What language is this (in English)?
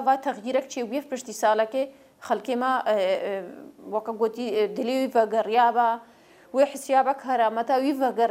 Central Kurdish